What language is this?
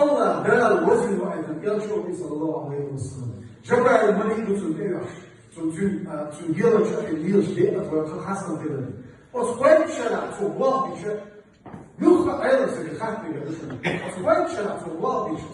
Chechen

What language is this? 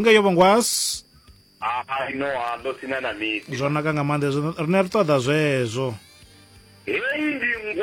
Venda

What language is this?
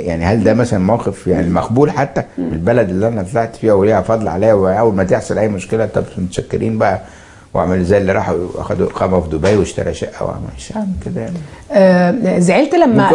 Egyptian Arabic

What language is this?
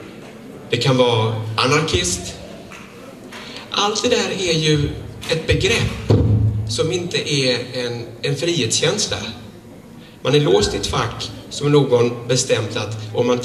Swedish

